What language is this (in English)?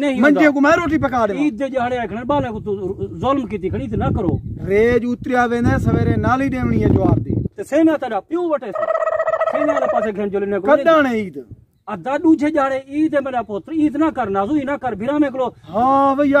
Saraiki